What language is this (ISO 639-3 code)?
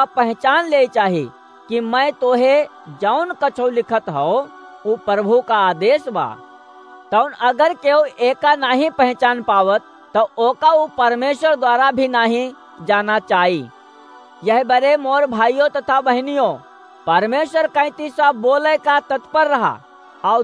awa